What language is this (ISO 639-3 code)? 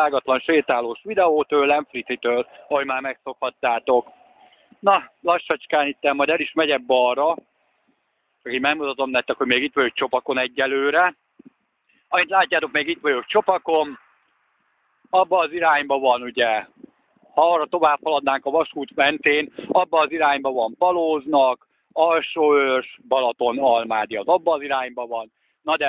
hun